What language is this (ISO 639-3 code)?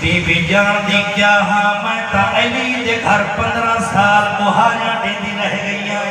skr